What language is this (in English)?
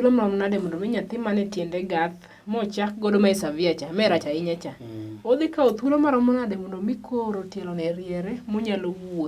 Luo (Kenya and Tanzania)